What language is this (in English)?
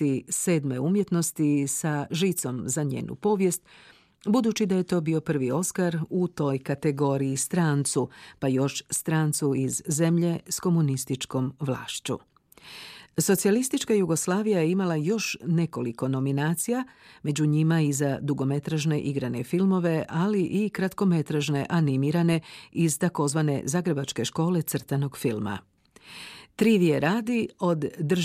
Croatian